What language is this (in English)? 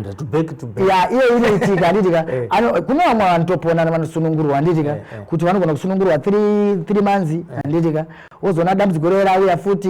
Shona